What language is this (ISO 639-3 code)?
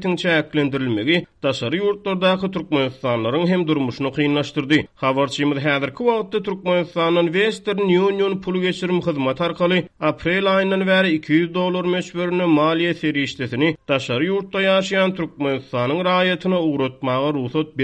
tuk